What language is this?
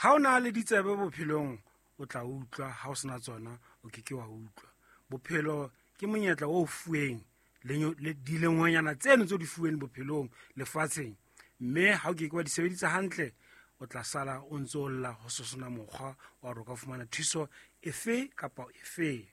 Southern Sotho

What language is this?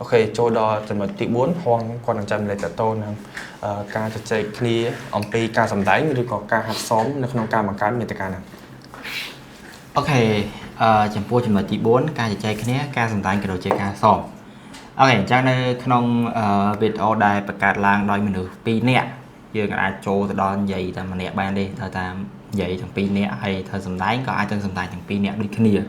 Khmer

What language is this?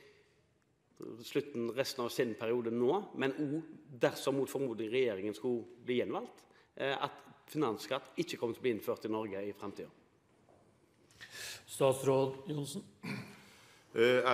Norwegian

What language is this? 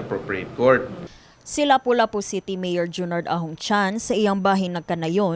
Cebuano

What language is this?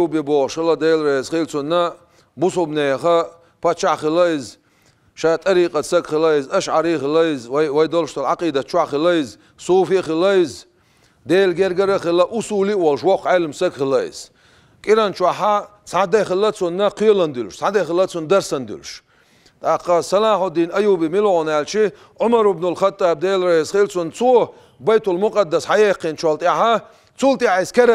Chechen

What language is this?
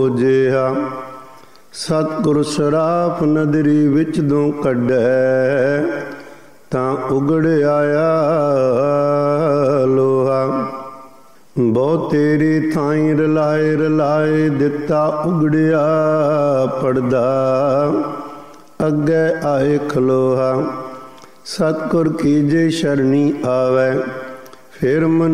Punjabi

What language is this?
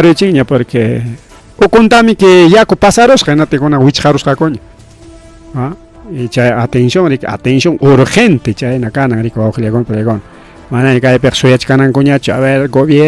Ayacucho Quechua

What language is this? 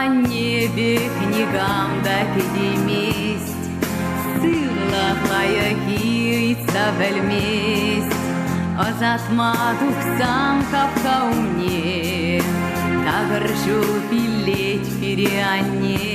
Chuvash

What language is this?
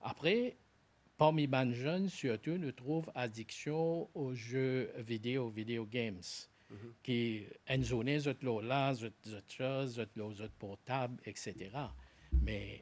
Morisyen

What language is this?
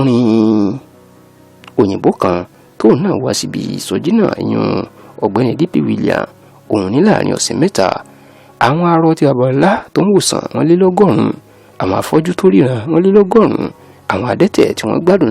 Yoruba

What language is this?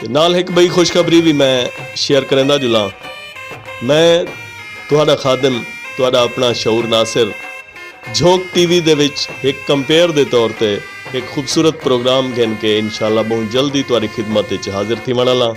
Saraiki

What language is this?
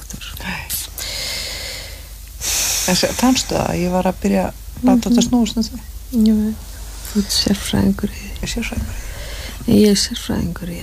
Icelandic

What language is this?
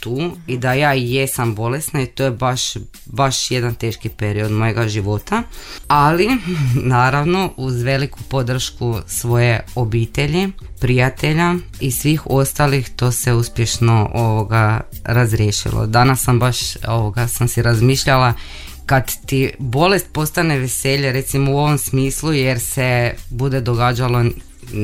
Croatian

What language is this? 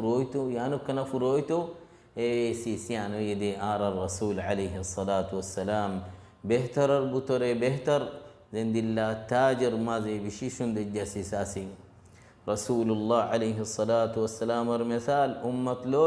Rohingya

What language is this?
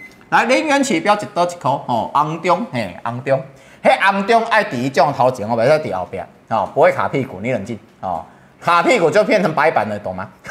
Chinese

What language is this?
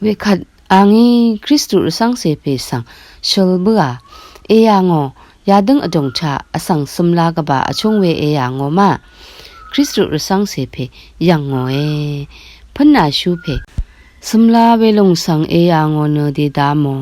Rawang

